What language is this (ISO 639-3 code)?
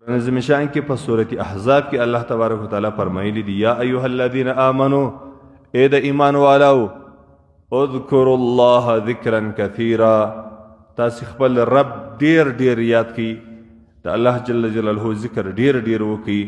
pus